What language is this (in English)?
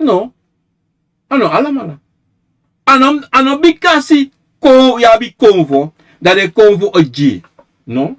Sranan Tongo